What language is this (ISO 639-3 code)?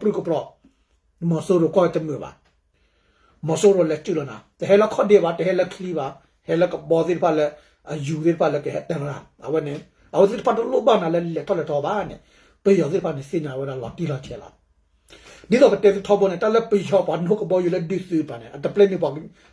ksw